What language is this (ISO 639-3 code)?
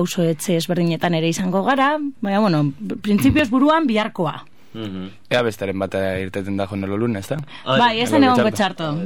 eus